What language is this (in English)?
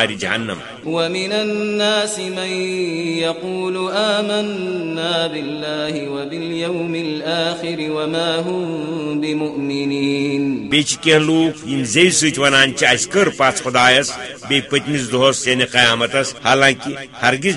Kashmiri